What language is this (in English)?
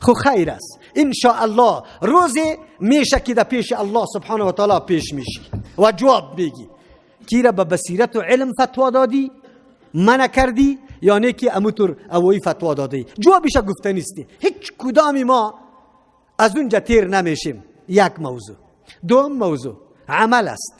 Persian